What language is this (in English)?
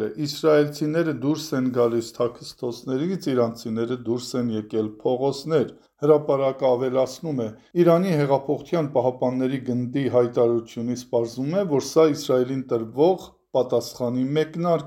Armenian